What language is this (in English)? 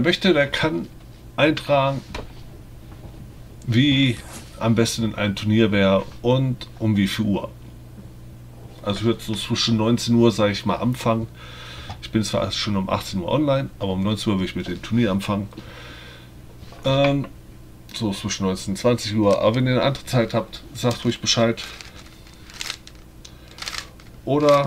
German